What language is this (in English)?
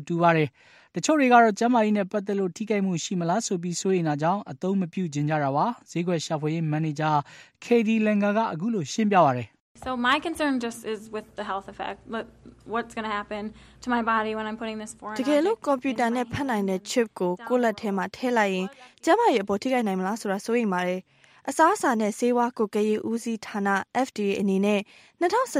Burmese